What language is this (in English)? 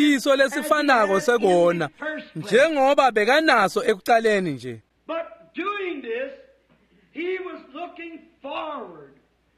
Swati